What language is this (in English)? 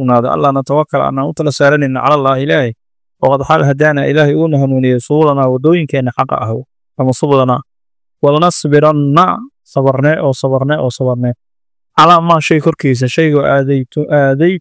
Somali